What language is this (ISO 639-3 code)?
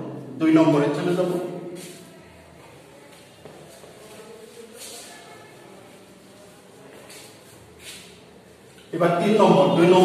ben